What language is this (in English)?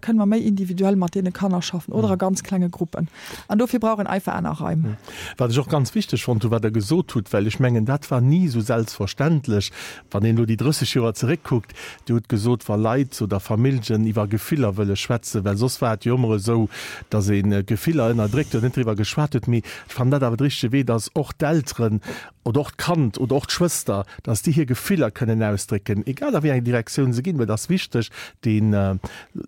Luxembourgish